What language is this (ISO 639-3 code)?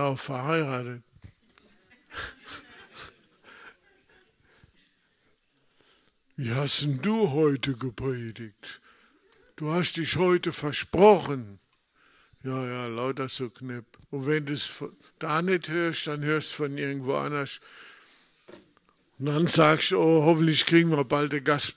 deu